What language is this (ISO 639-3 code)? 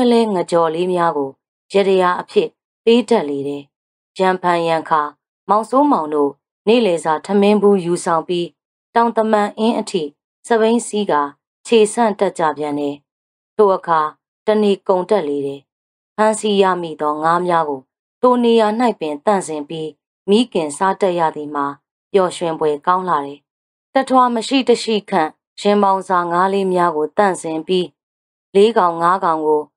mya